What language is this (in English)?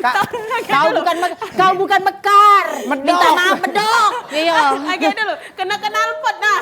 Musi